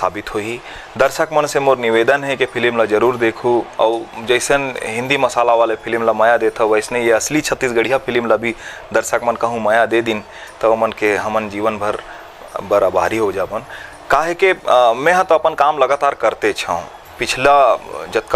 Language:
Chhattisgarhi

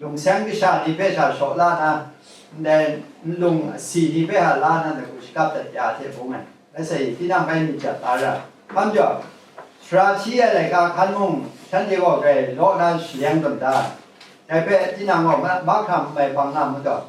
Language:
Kachin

